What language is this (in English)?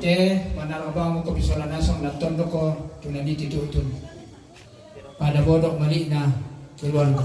Toraja-Sa'dan